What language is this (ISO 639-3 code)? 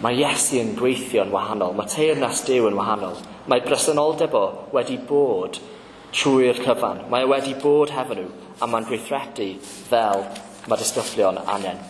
cym